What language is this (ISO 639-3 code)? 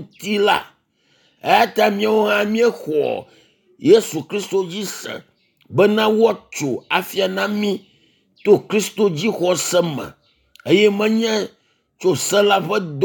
ewe